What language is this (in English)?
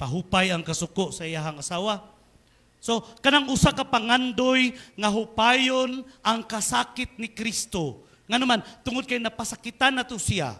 Cebuano